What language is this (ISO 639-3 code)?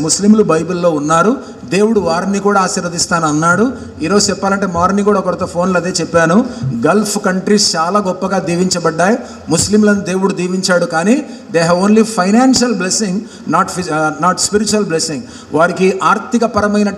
tel